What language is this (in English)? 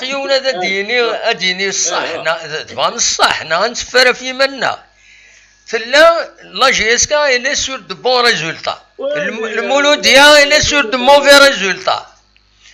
Kabyle